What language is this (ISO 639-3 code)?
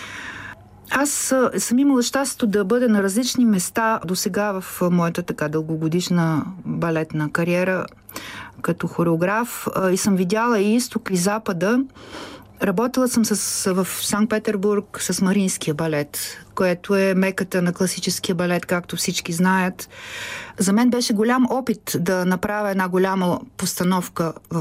bul